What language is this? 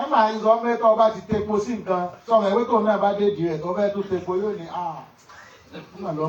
Yoruba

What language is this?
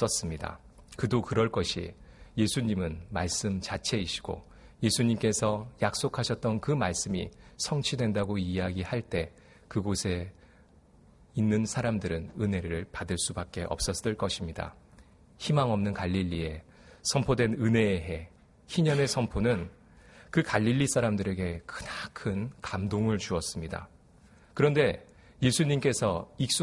Korean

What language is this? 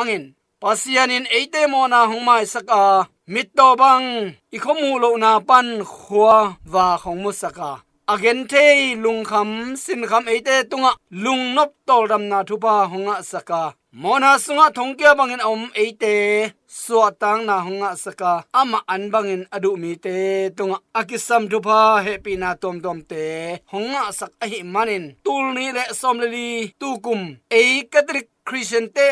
Tedim Chin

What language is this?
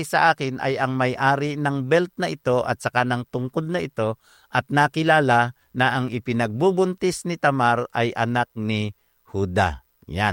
Filipino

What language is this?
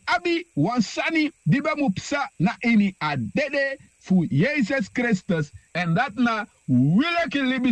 Sranan Tongo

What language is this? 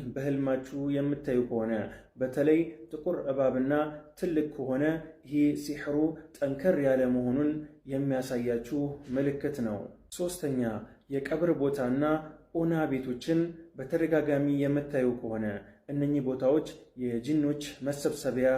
Amharic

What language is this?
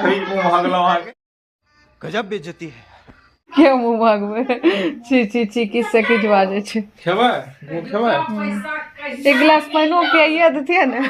Maithili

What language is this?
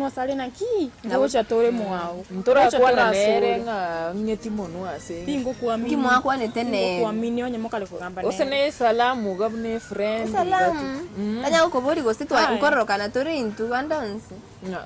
Gusii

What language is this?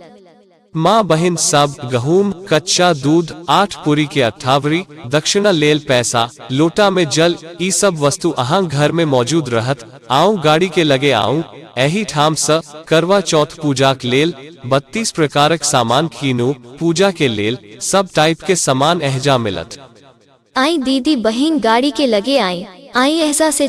Maithili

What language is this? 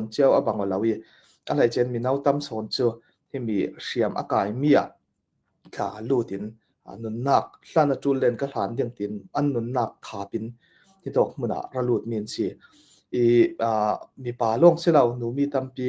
Falam Chin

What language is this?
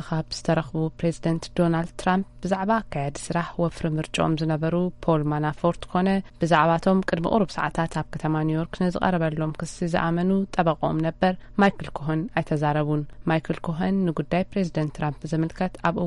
Tigrinya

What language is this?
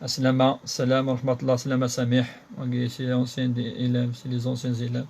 Kabyle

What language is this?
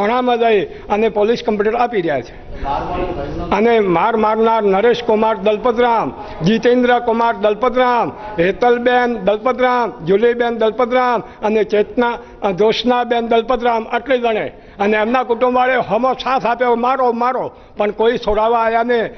Gujarati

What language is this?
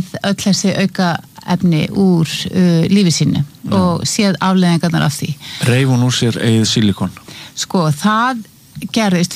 Icelandic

